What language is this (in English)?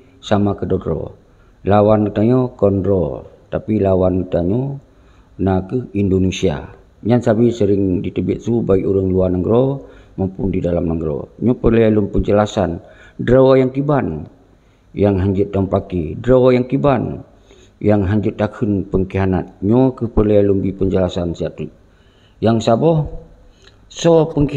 Achinese